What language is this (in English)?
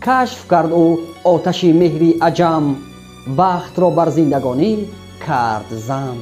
Tajik